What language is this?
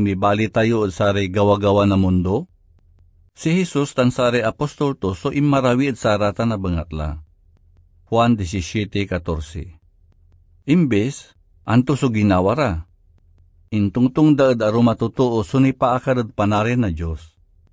Pangasinan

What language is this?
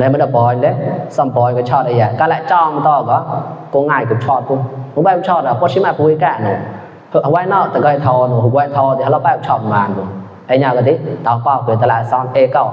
Mon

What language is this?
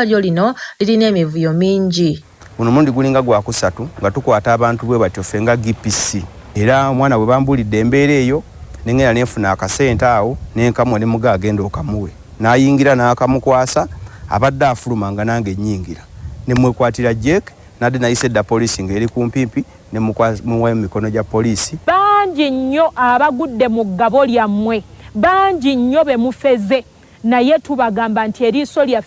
Ganda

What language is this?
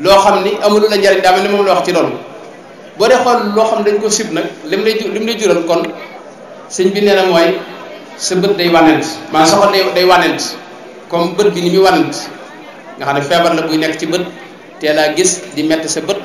Wolof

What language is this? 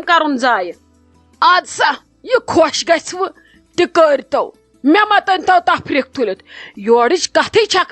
Kashmiri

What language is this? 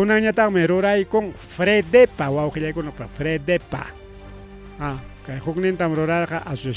Ayacucho Quechua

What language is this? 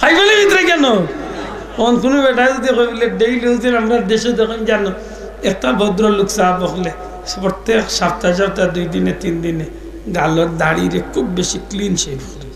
Sylheti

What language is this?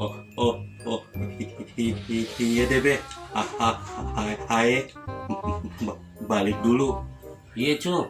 Betawi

